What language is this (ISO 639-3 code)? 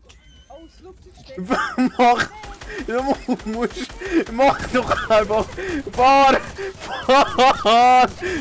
gsw